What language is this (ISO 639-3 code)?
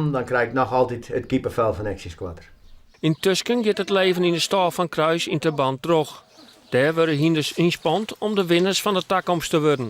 fry